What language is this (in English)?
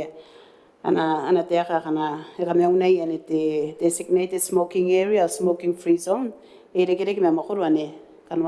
Gilbertese